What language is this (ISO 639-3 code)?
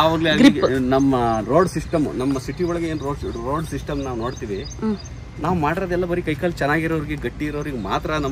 kan